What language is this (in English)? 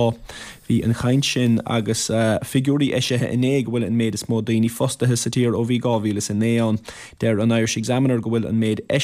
Irish